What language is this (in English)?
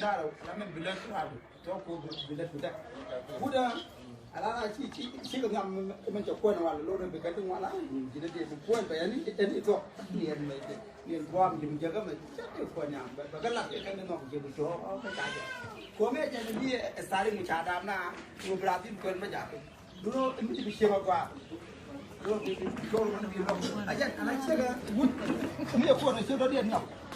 Nuer